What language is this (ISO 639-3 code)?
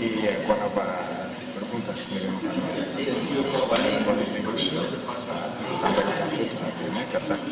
tet